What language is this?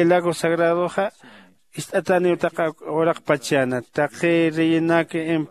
Aymara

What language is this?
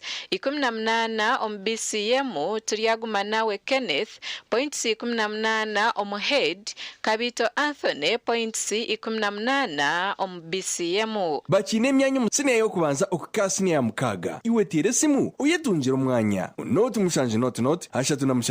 Nyankole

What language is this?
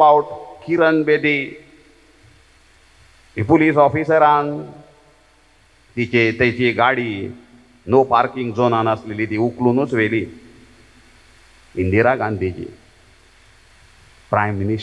Konkani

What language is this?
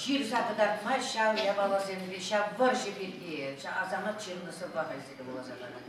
Chuvash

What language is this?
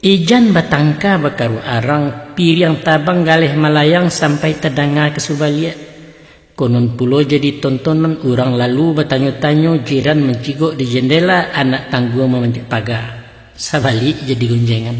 Minangkabau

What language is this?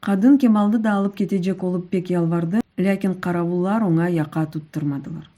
Crimean Tatar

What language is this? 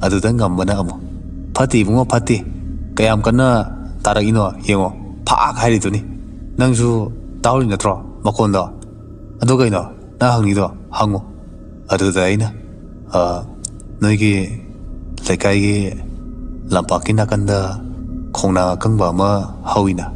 Manipuri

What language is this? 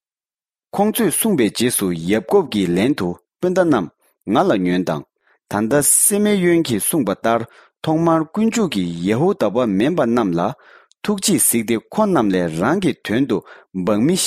Tibetan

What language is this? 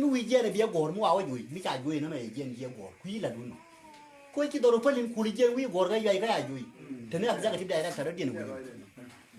Nuer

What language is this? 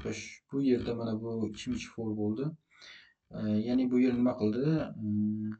Uzbek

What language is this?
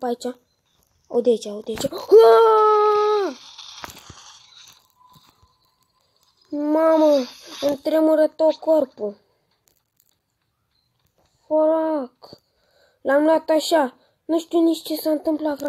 Romanian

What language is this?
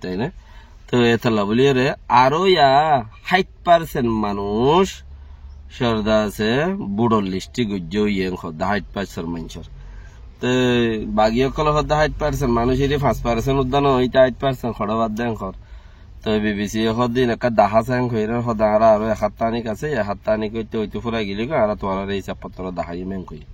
Rohingya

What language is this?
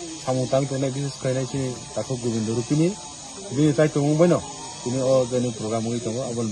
Kok Borok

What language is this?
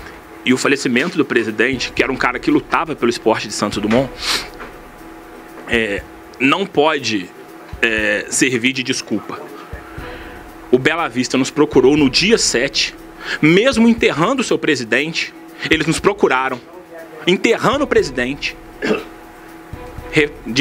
Portuguese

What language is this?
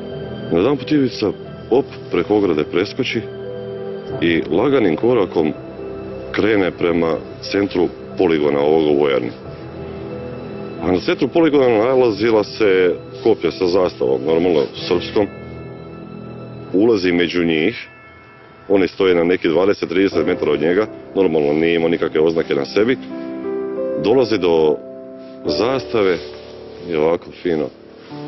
Croatian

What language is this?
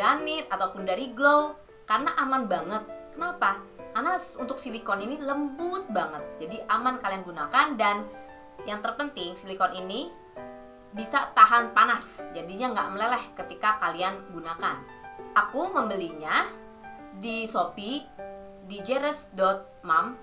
Indonesian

